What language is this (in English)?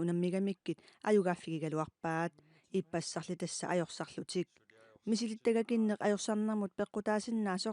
Kalaallisut